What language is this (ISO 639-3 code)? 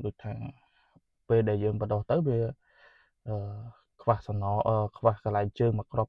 khm